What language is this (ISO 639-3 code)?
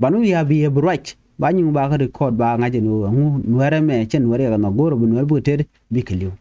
nus